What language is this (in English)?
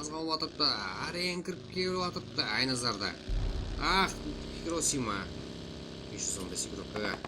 Kara-Kalpak